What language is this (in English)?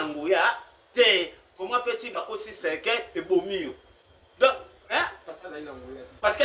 Lingala